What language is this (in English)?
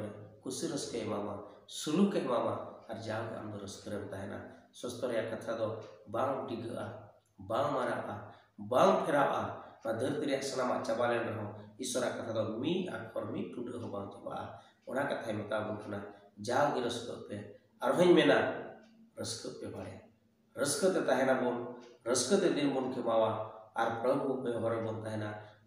Santali